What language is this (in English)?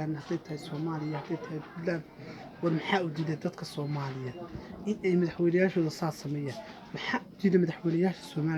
Somali